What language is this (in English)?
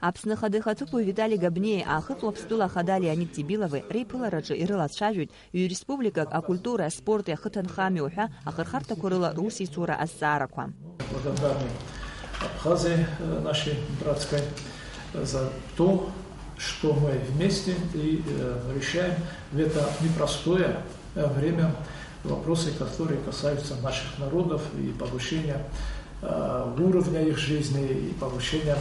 Abkhazian